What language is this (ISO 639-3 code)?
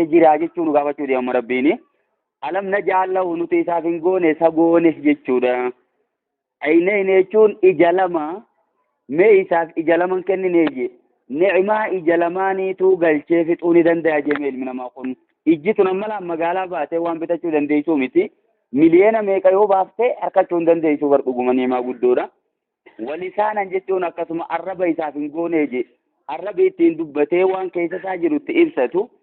orm